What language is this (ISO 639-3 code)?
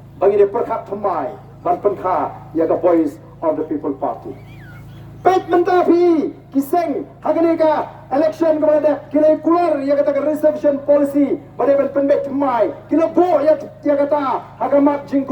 kha